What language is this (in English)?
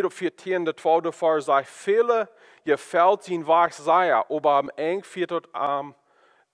Plautdietsch